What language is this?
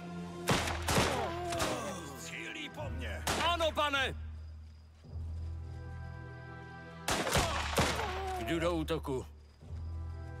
Czech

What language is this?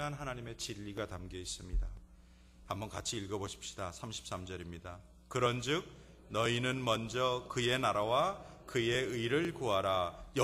Korean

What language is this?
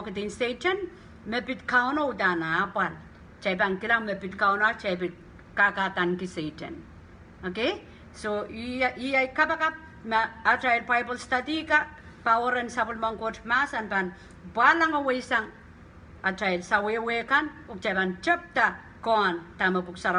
Pohnpeian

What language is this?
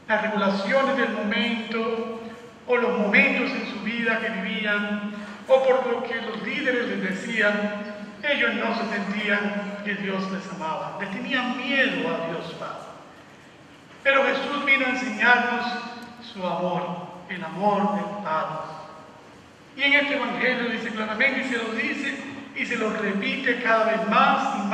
Spanish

